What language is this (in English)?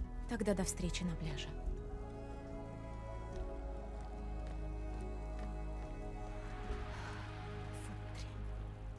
Russian